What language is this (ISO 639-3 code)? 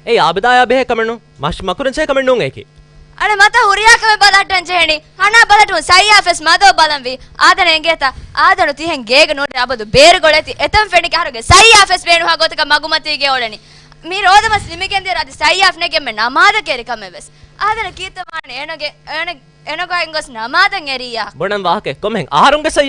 div